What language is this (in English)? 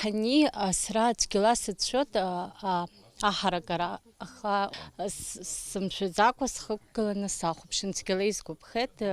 Abkhazian